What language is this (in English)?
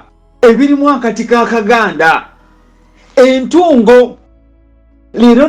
Ganda